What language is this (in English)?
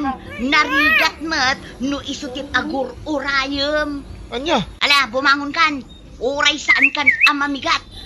Iloko